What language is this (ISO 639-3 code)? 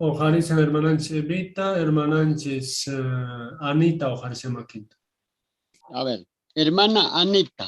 que